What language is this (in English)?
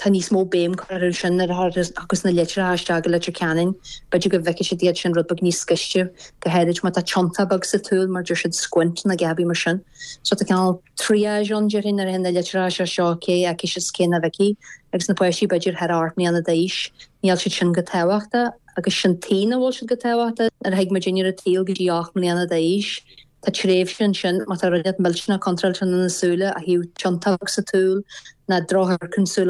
Irish